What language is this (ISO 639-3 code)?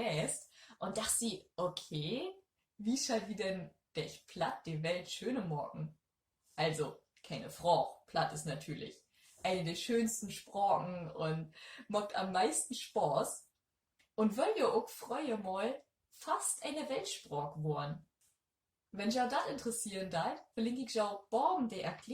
nds